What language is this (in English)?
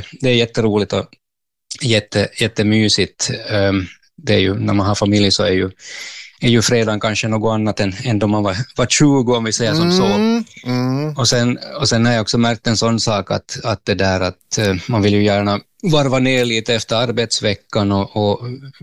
Swedish